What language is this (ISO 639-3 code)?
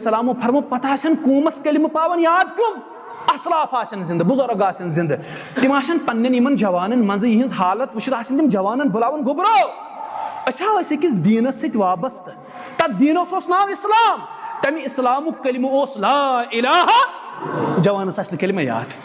kas